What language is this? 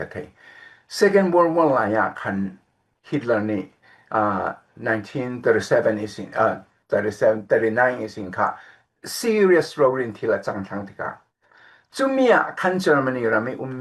Falam Chin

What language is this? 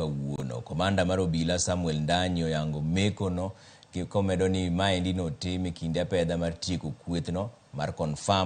Luo (Kenya and Tanzania)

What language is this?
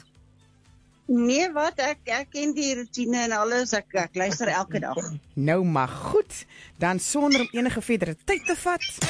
Afrikaans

